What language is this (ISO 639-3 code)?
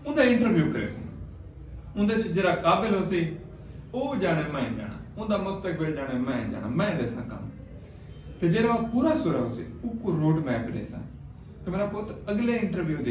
skr